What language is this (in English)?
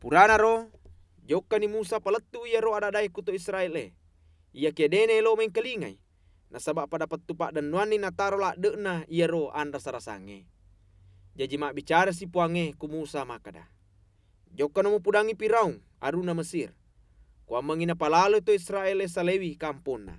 Buginese